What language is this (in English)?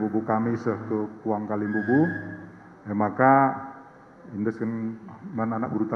Batak Karo